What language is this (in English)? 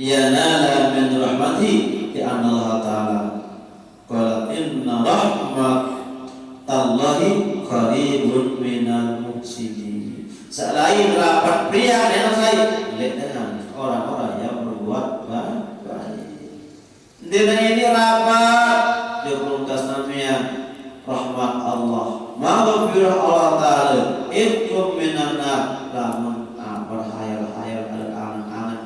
Sasak